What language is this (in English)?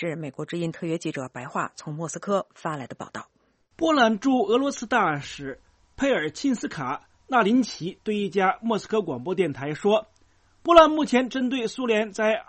Chinese